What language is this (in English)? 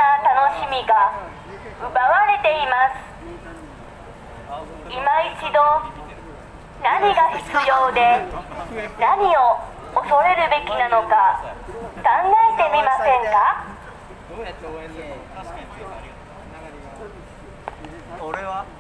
Japanese